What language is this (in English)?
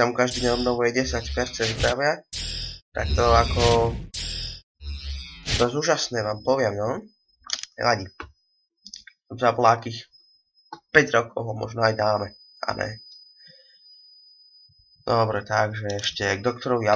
Slovak